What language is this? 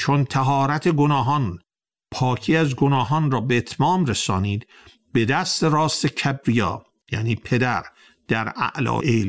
Persian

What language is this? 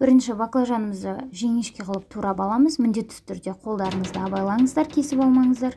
Kazakh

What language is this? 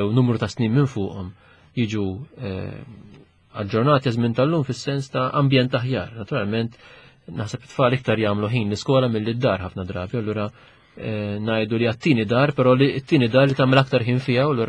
Maltese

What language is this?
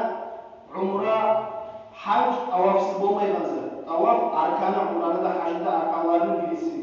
Kumyk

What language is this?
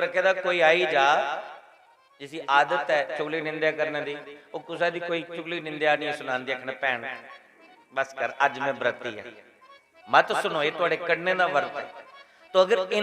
Dogri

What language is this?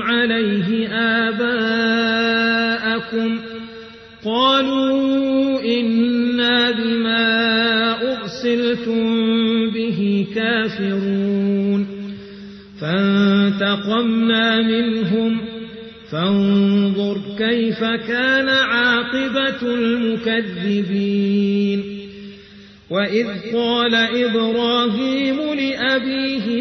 Arabic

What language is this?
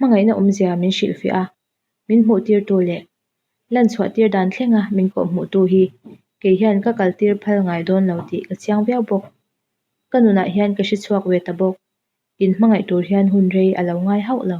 Mizo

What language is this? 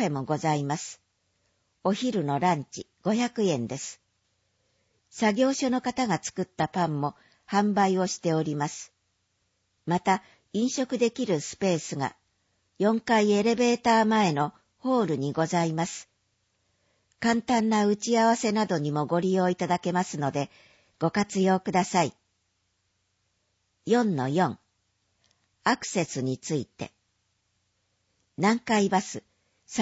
Japanese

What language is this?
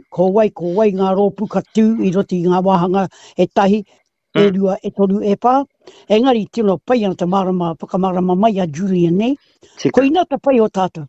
Māori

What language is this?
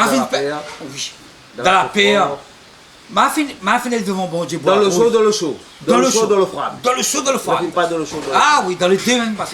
Réunion Creole French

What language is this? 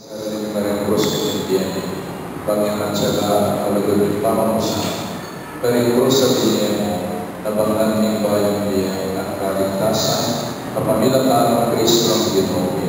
Pampanga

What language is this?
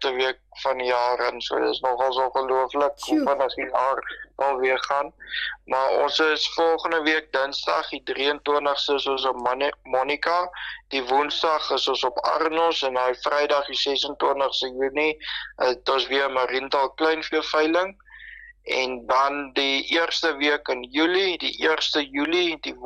Afrikaans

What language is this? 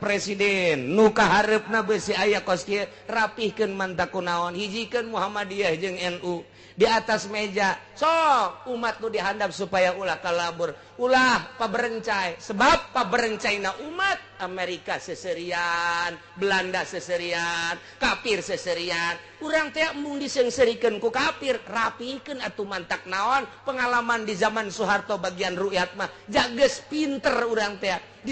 Sundanese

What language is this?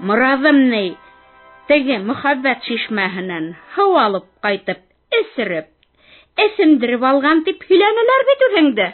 Bashkir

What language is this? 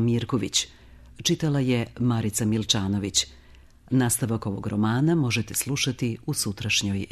Serbian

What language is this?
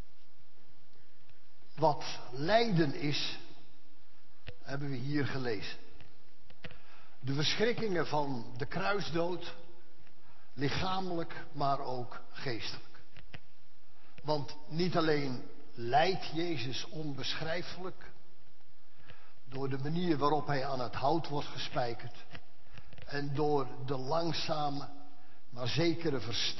Dutch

